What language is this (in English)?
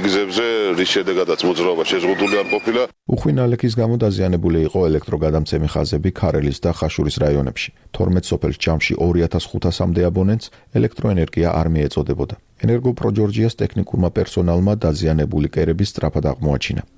Georgian